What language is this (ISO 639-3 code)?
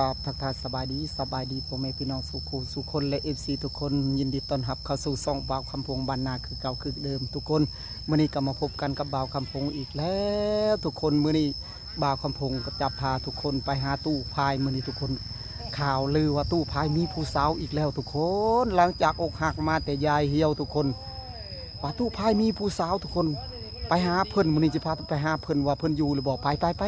tts